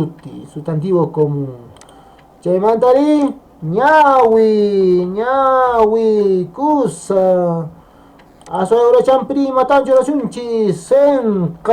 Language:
Quechua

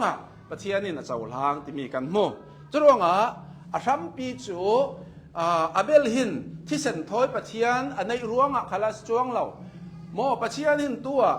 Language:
Hakha Chin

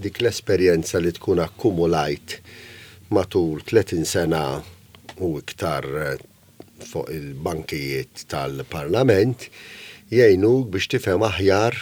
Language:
Maltese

